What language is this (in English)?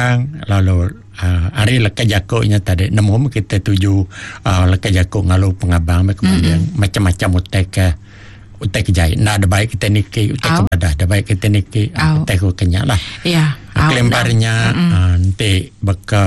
Iban